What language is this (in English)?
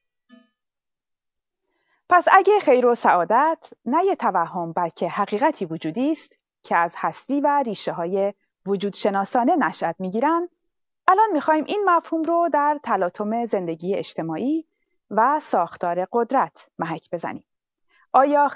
Persian